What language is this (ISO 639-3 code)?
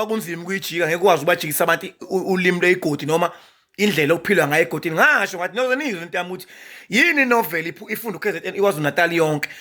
zul